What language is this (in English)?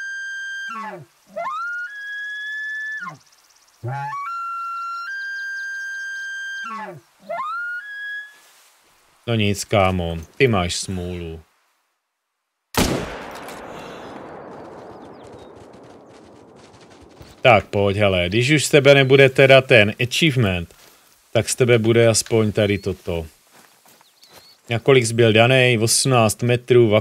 Czech